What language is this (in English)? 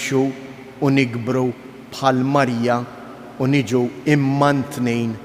Maltese